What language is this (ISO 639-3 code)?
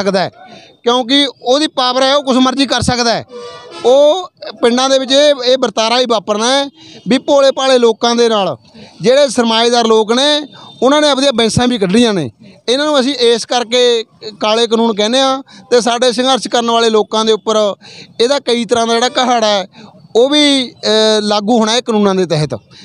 pan